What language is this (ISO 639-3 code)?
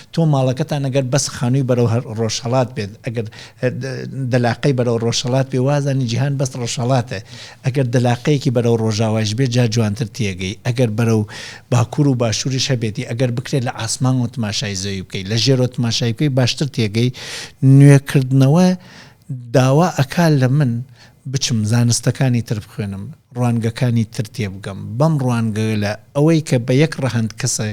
ckb